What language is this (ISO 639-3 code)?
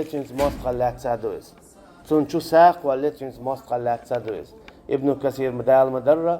che